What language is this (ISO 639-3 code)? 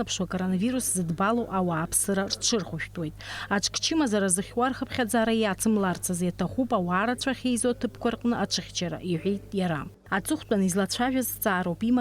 abk